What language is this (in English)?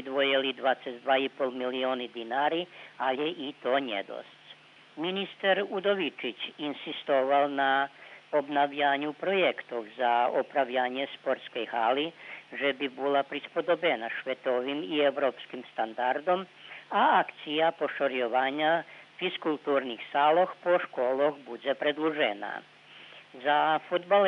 Rusyn